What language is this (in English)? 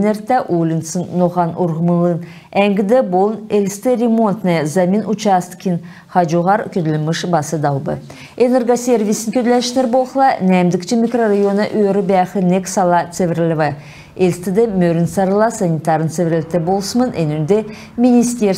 Kalmyk